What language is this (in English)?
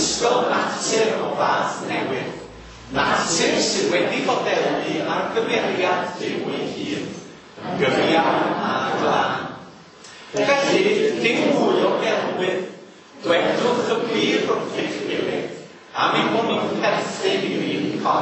Welsh